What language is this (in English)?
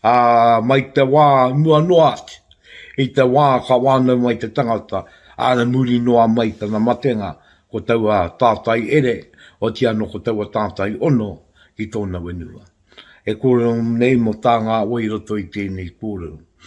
Māori